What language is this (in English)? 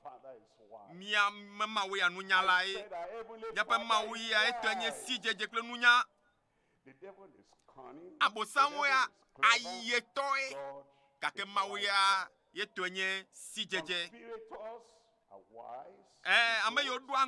Ewe